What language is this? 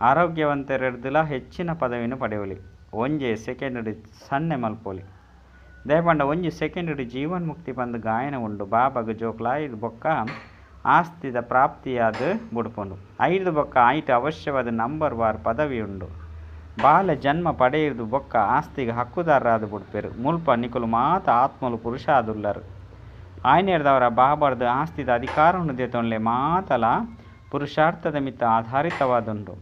Tulu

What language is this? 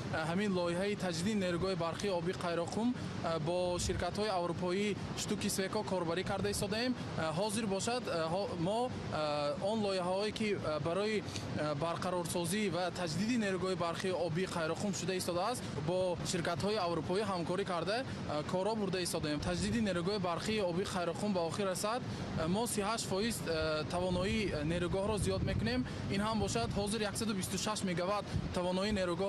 Tajik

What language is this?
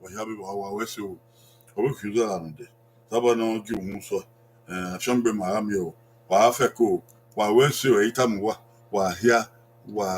Bini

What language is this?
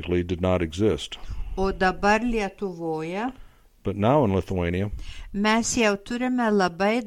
Lithuanian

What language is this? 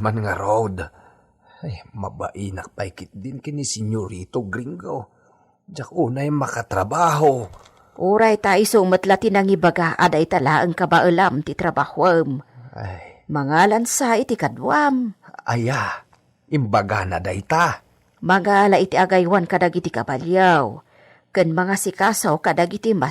Iloko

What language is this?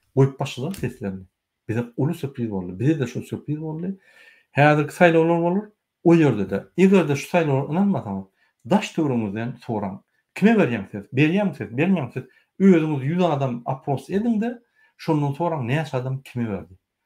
Turkmen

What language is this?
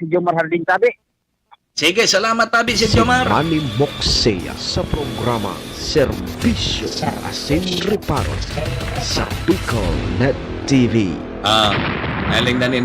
Bikol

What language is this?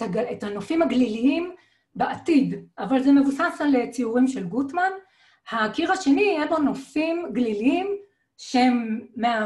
Hebrew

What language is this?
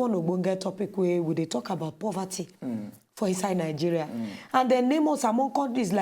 Nigerian Pidgin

